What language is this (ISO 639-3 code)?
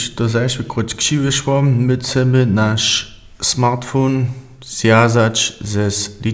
hsb